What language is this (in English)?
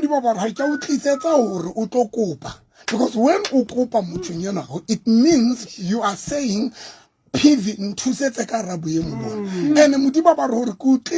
Southern Sotho